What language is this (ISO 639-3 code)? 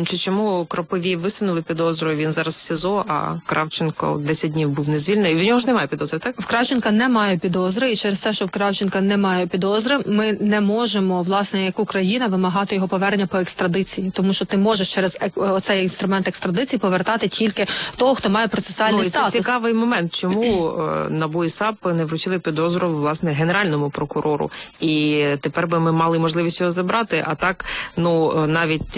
ukr